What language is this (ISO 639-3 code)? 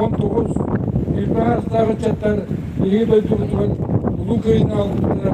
sah